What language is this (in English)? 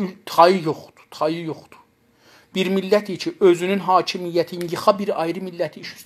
South Azerbaijani